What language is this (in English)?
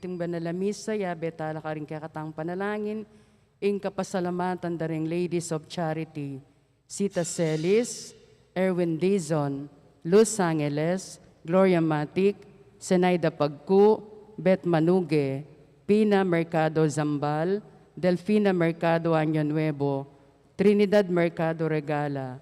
Pampanga